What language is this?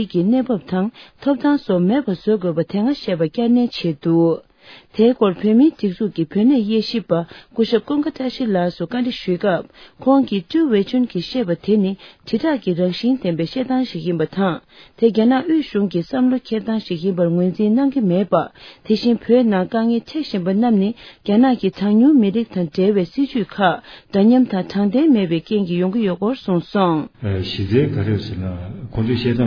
Tibetan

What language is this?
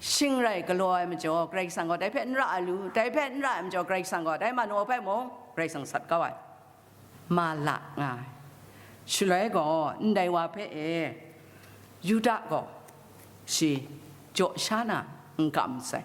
Kachin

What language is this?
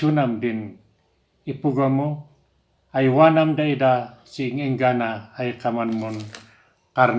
Kankanaey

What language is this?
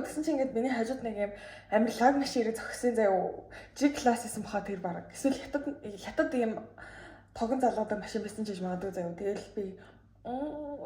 Mongolian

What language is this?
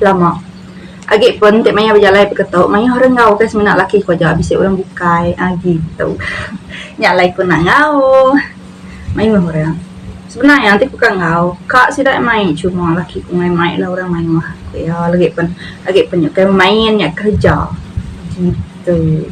Iban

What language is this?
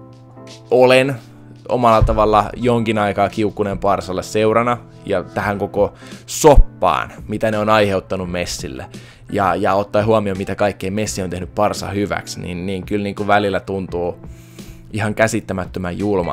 Finnish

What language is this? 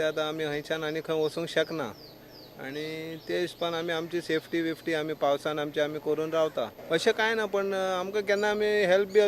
Konkani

